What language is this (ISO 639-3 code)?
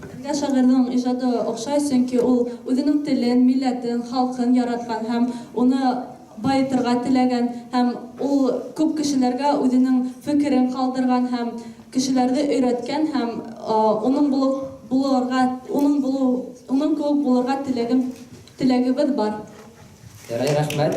bak